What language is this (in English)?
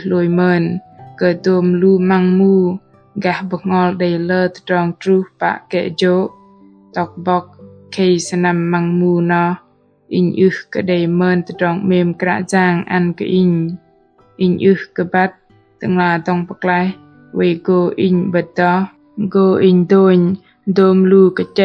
Bahnar